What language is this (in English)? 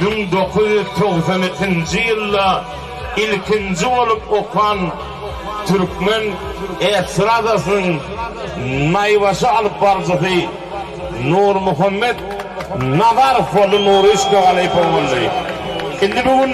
Turkmen